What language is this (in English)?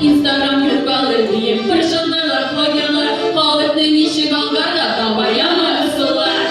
Tatar